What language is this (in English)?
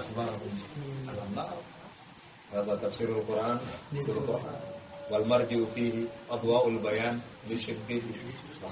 Bambara